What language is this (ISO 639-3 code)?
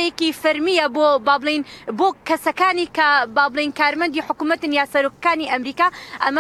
ckb